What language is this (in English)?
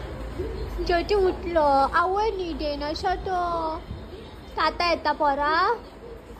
Konkani